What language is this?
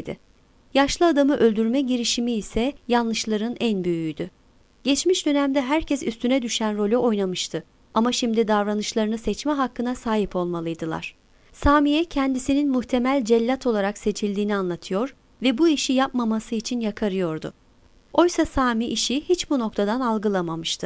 Turkish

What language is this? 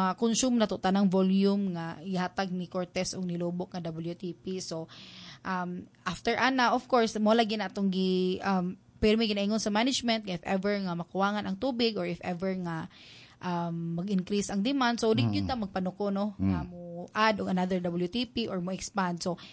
Cebuano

